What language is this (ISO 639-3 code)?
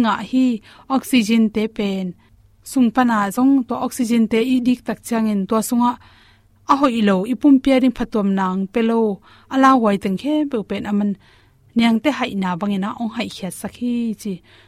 ctd